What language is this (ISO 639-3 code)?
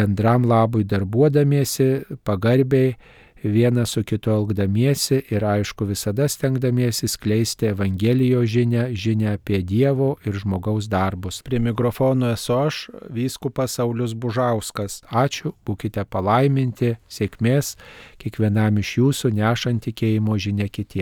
lit